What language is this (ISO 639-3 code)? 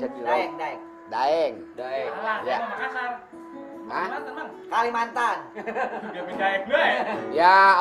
bew